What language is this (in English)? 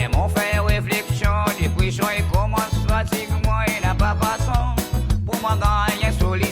Seselwa Creole French